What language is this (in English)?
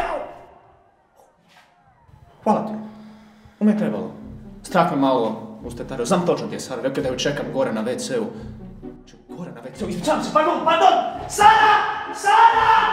Croatian